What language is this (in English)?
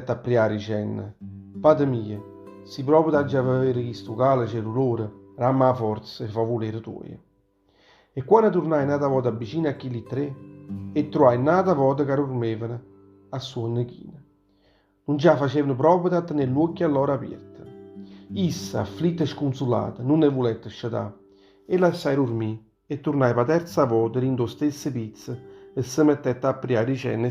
Neapolitan